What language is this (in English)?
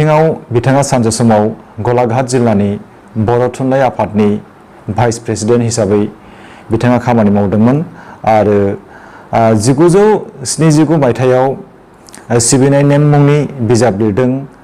Bodo